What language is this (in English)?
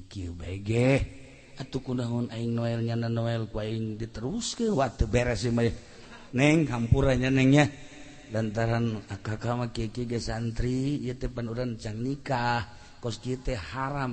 Sundanese